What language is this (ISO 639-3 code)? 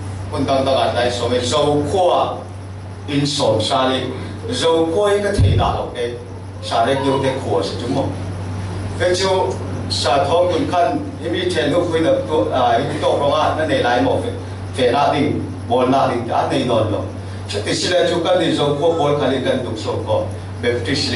cfm